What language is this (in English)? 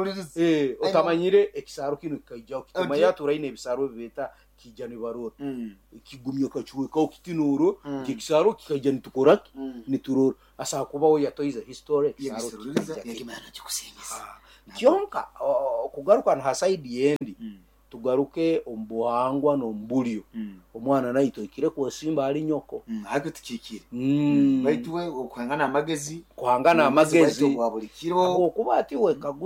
Nyoro